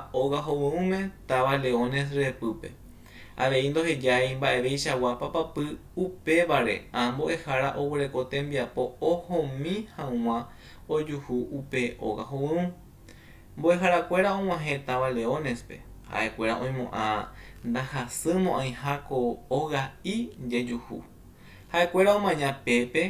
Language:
Guarani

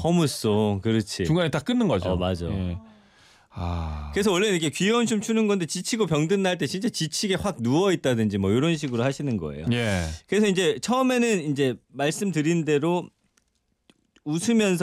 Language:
Korean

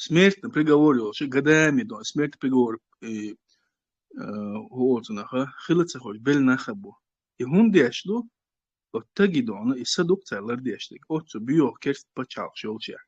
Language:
Chechen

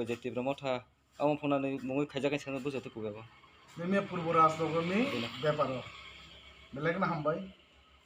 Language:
Kok Borok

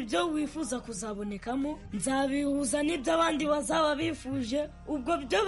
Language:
Kinyarwanda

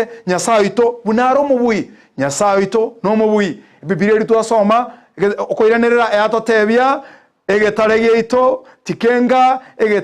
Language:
Gusii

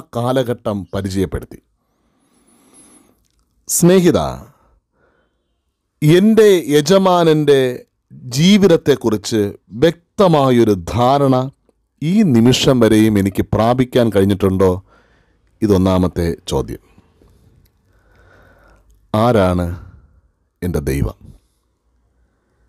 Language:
Malayalam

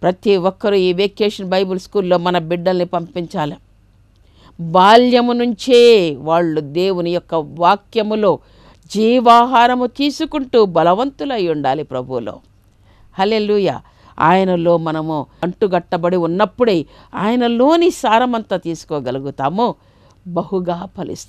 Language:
Telugu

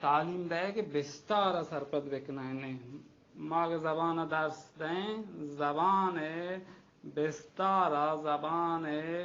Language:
Baluchi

